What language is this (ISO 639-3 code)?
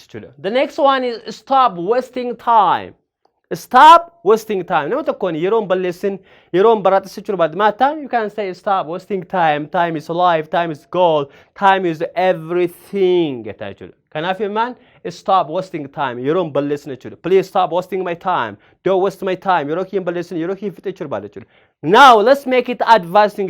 orm